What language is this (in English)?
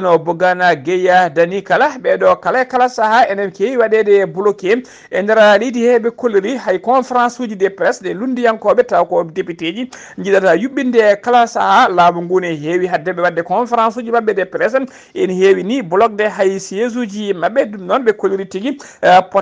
Fula